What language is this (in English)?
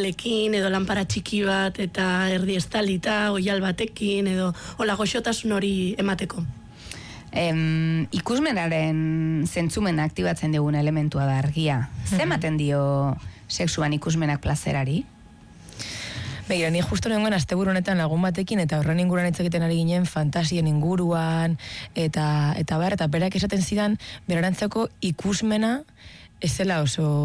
Basque